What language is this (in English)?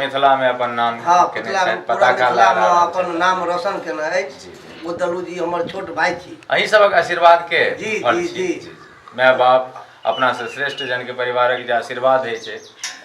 Maithili